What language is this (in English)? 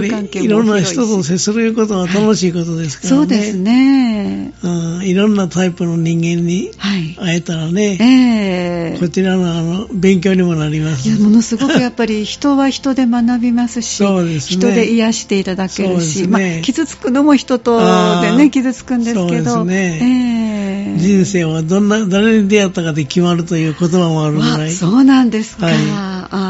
Japanese